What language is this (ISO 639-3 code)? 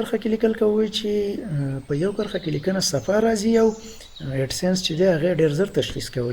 pus